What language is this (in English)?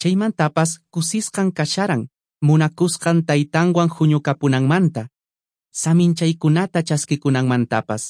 Quechua